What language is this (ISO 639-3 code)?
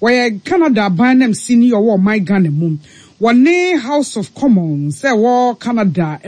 aka